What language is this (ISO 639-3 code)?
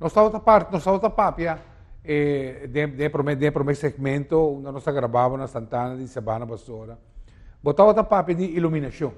pap